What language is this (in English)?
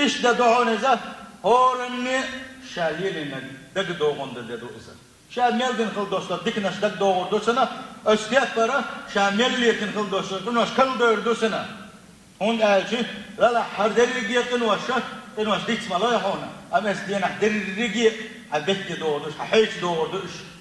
Chechen